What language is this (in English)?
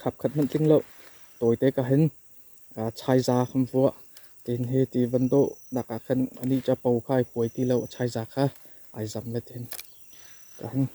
Hakha Chin